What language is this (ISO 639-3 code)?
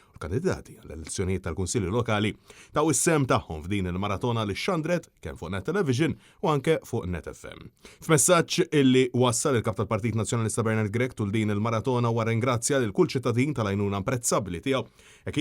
mlt